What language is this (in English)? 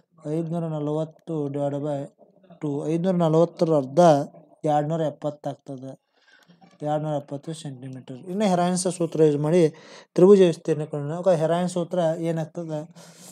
Kannada